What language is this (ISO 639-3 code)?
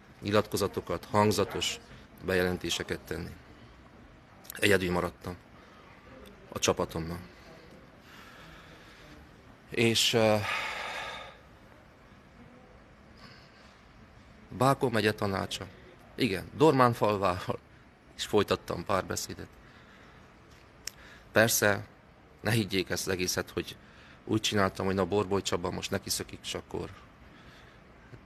hun